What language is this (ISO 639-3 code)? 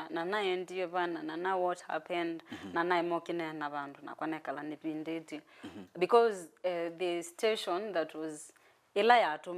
kam